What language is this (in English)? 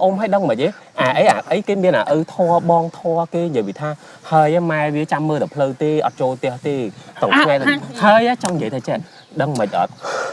Khmer